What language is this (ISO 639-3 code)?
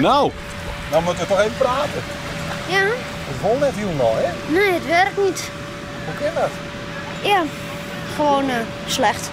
fry